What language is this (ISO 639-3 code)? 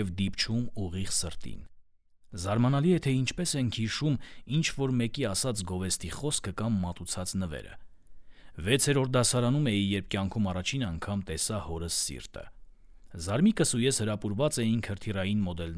hye